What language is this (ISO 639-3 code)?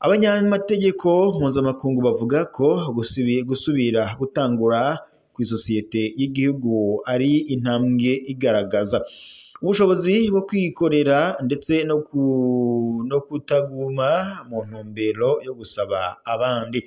run